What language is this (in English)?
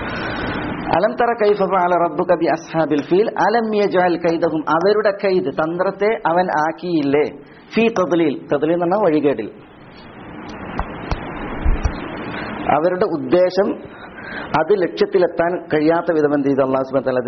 Malayalam